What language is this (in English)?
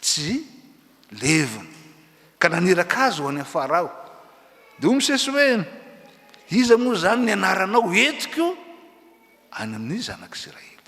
Malagasy